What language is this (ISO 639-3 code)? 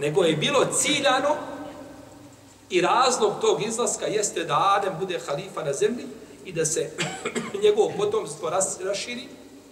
bos